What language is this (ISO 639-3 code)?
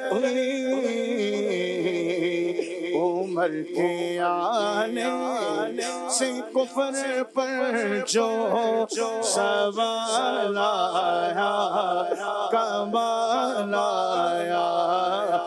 urd